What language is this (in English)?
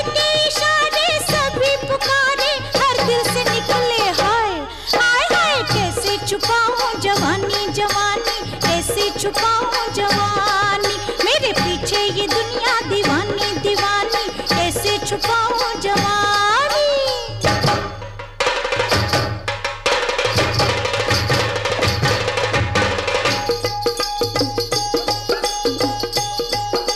Hindi